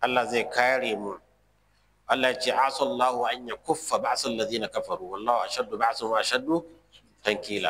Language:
Hausa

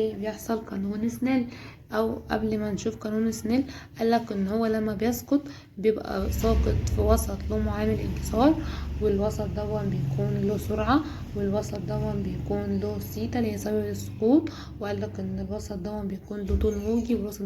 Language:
Egyptian Arabic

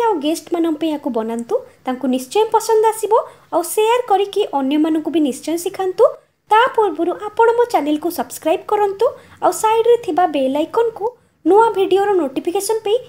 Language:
Odia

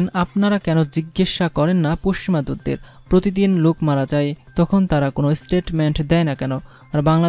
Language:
Bangla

